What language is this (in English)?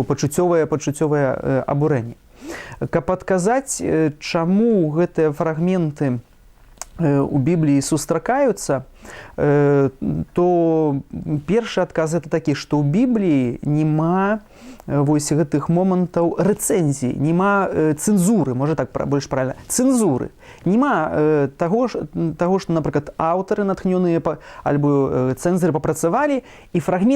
Belarusian